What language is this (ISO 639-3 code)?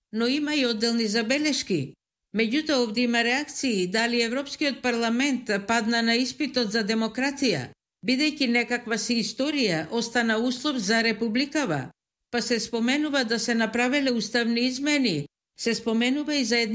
mkd